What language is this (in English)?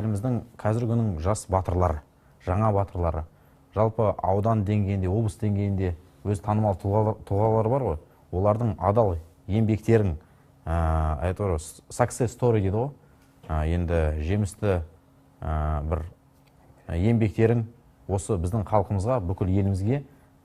Kazakh